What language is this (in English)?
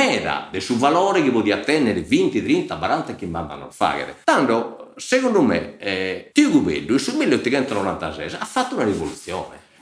Sardinian